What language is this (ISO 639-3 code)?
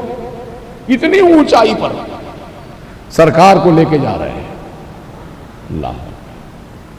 urd